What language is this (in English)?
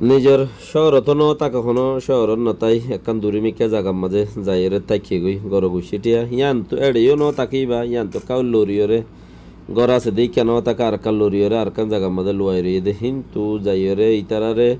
Rohingya